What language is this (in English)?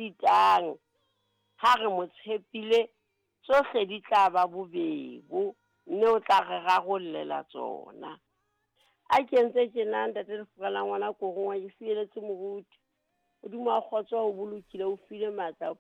Southern Sotho